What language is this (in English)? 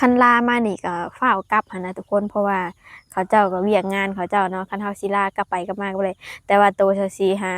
Lao